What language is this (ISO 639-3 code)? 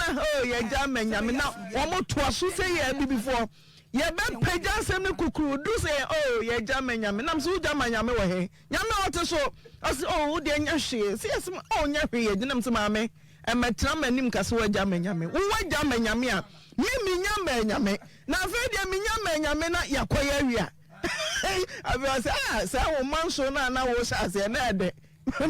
aka